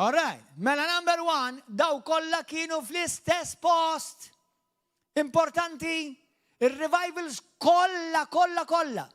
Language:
Maltese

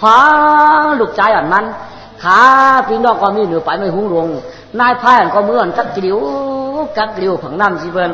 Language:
Shan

